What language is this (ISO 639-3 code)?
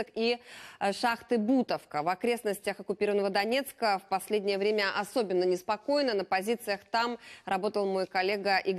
rus